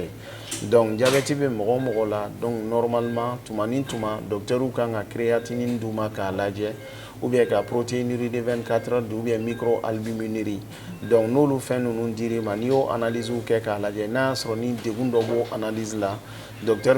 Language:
Bambara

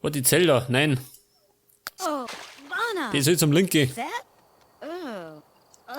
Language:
Bavarian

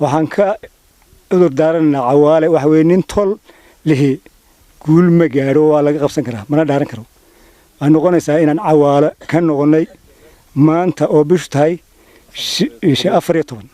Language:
Somali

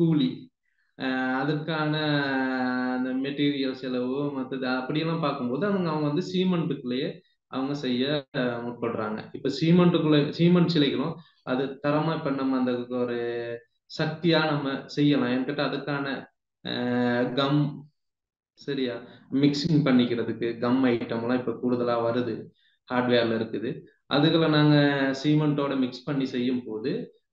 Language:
Tamil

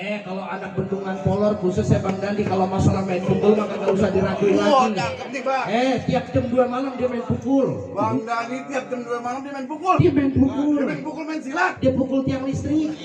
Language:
Betawi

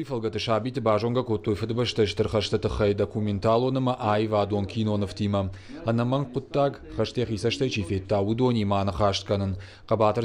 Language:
Ossetic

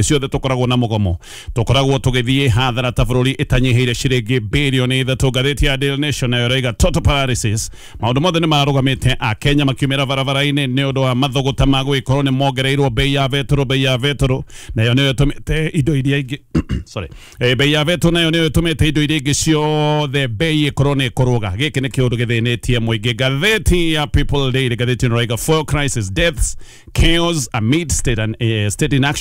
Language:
Kikuyu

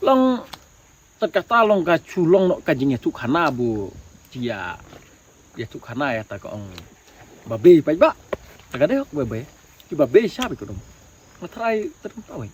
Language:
Khasi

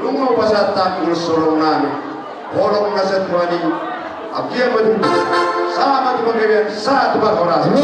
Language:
Batak Toba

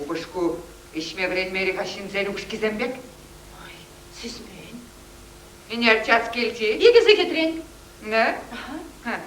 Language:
Chuvash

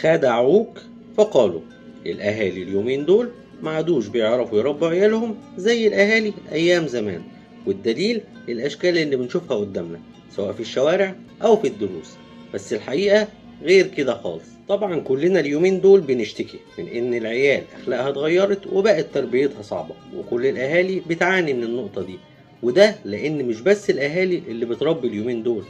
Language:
Egyptian Arabic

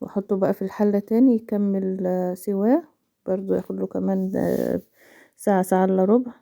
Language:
Egyptian Arabic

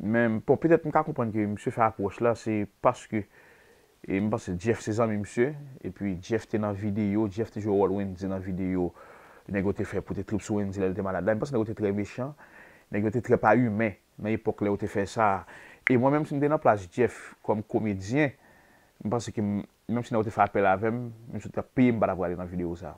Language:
Haitian Creole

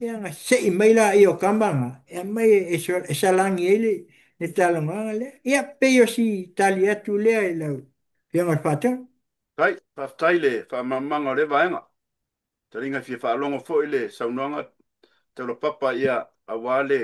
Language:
Samoan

